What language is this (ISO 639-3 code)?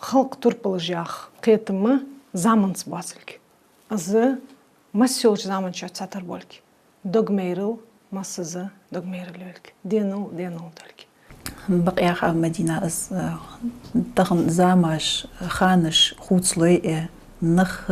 inh